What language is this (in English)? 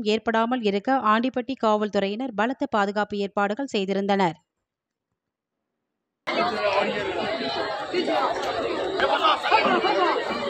Tamil